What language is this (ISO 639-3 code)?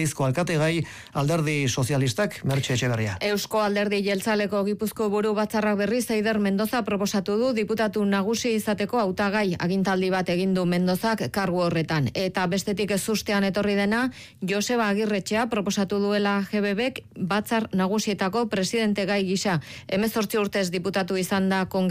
eus